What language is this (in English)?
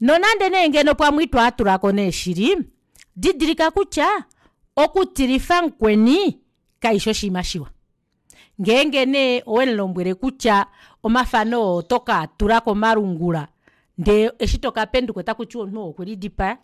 Kuanyama